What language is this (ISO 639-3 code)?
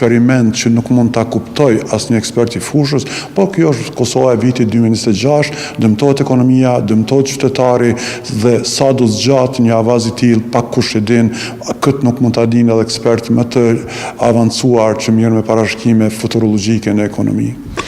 sqi